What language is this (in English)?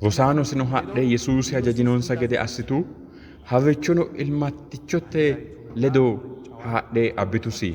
Sidamo